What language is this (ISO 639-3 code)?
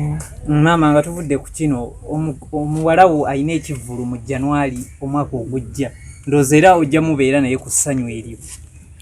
lug